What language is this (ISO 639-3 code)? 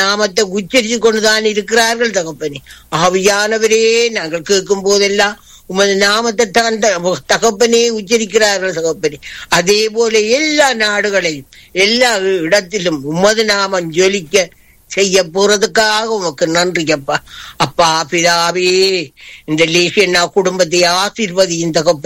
tam